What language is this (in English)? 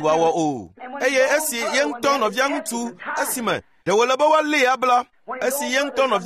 Ewe